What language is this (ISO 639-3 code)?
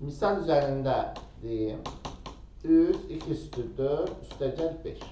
aze